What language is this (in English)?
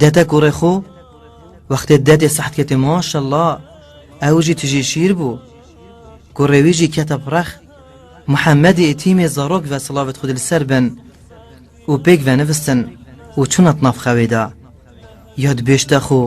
Kurdish